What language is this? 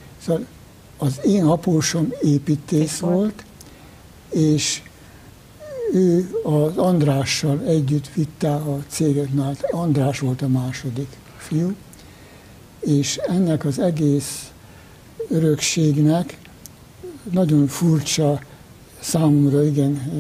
Hungarian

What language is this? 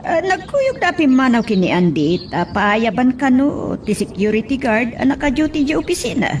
Iloko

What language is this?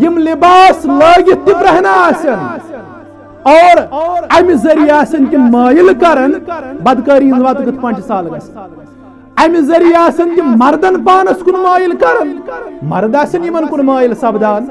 Kashmiri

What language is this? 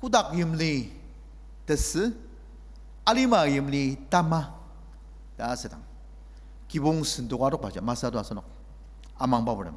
Ao Naga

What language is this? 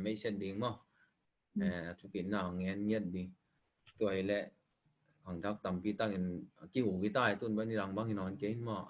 Tedim Chin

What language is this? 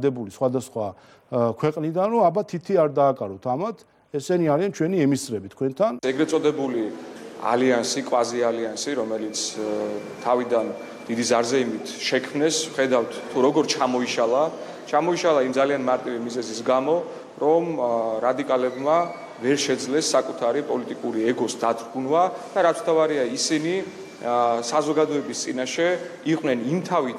Georgian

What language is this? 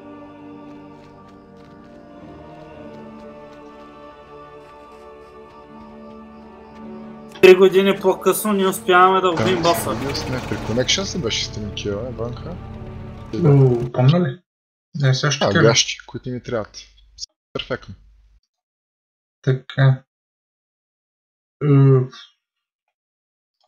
Bulgarian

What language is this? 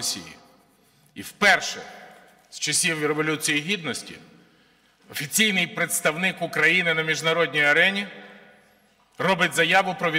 Ukrainian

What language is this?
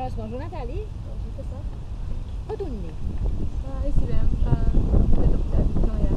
Seselwa Creole French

